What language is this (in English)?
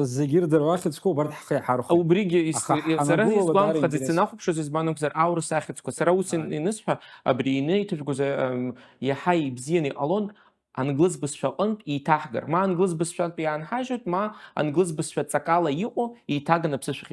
Abkhazian